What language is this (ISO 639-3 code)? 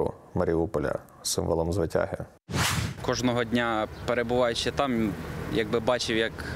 ukr